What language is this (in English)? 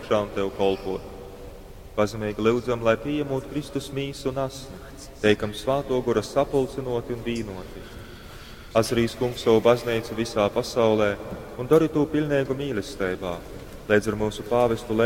Latgalian